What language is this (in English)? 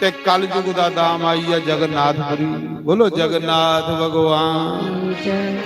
Dogri